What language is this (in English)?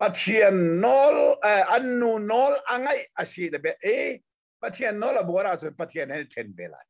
Hakha Chin